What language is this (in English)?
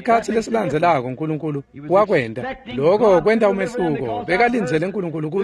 Swati